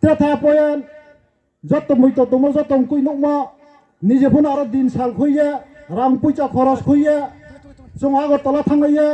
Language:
Riang (India)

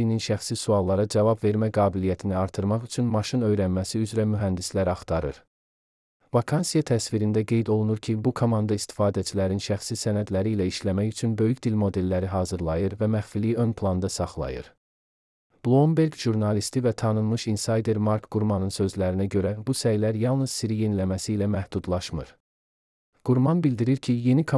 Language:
Azerbaijani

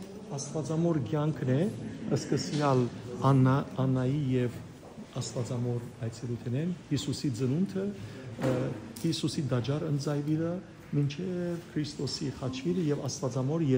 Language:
Western Armenian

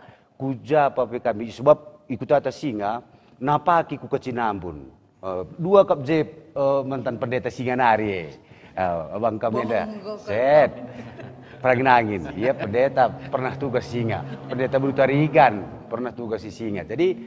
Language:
Batak Karo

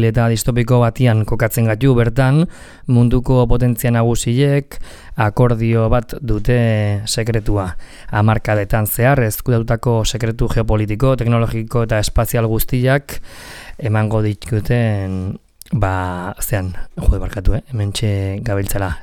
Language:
Basque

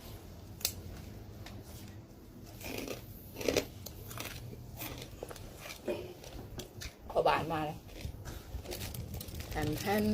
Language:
Lao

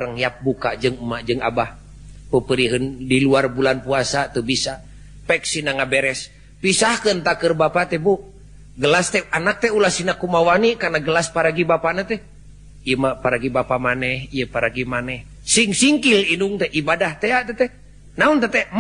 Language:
Sundanese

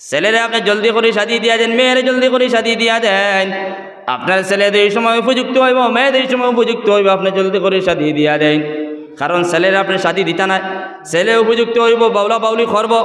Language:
Sylheti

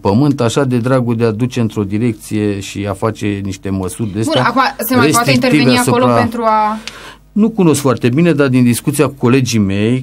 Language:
Romanian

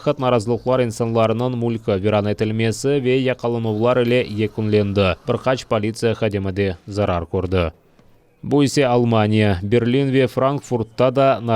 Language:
Crimean Tatar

